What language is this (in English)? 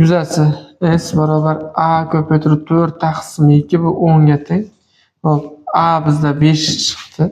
Uzbek